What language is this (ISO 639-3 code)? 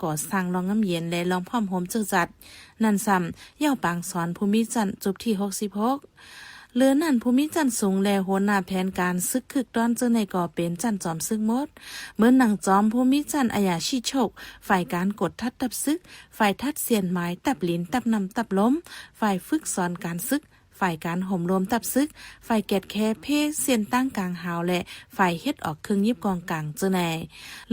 shn